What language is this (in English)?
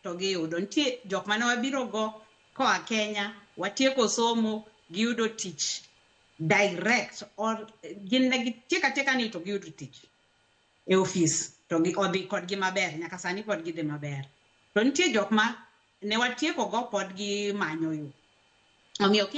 Luo (Kenya and Tanzania)